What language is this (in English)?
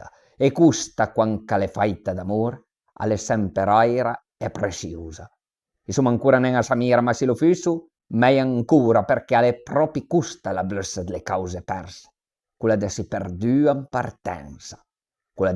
Piedmontese